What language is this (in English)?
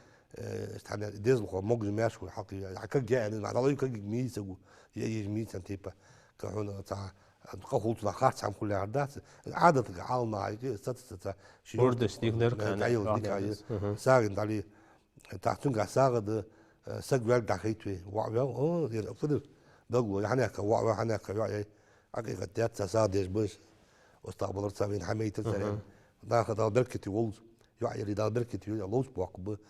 Ingush